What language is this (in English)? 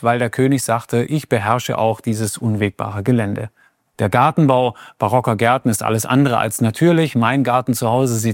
German